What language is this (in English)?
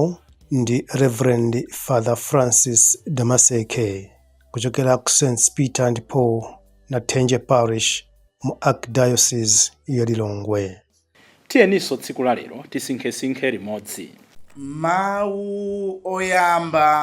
Nyanja